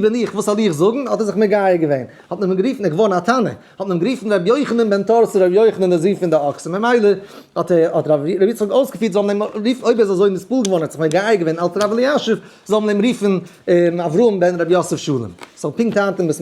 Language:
Yiddish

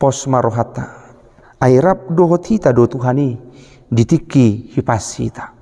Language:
Batak Toba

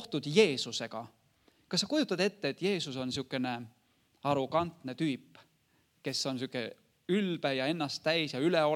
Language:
Estonian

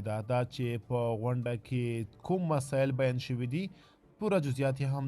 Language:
Pashto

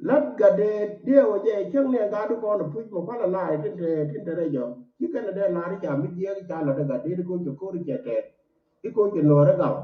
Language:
Nuer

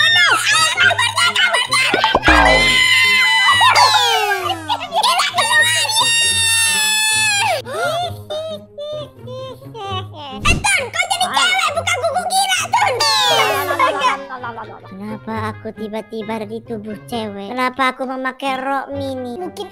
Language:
Indonesian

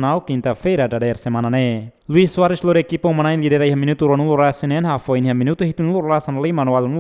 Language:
Tetum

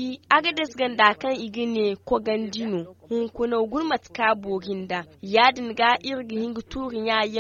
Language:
Zarma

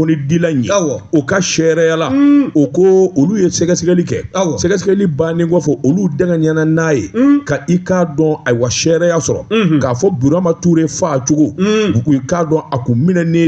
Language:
Bambara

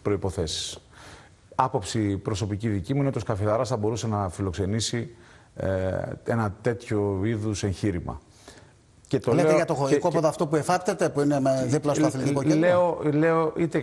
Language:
Greek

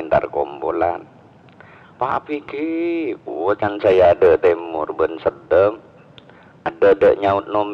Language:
Madurese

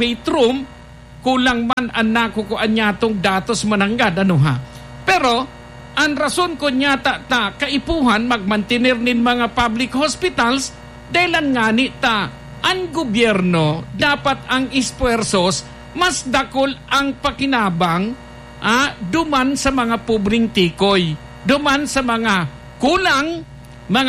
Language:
Bikol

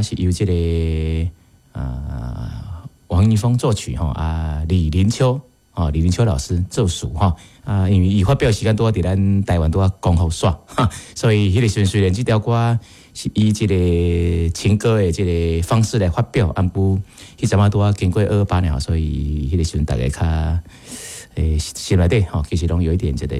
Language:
Min Nan Chinese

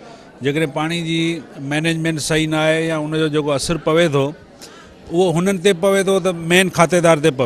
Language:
Sindhi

